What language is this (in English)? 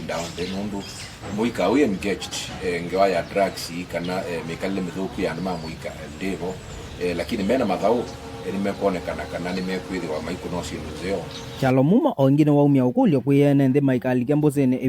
Kamba